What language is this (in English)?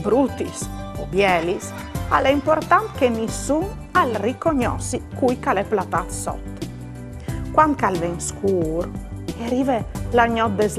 Friulian